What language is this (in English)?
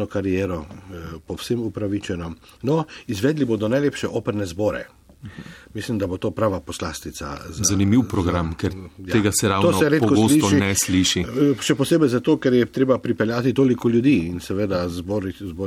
Slovenian